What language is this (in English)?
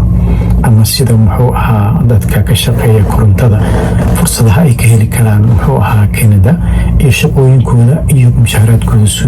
Somali